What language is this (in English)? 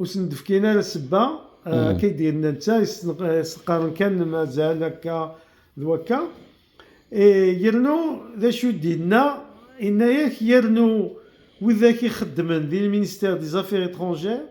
Kabyle